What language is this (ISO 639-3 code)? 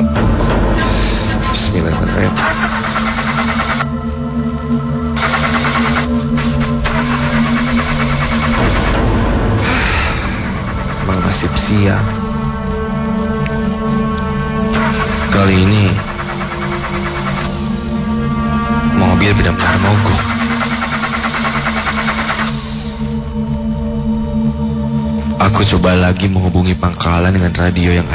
ind